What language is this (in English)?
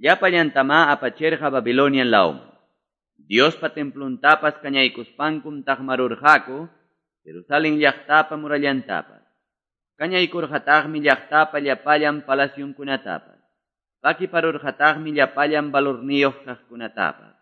Quechua